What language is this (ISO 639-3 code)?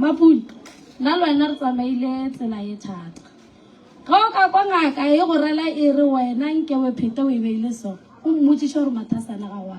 nso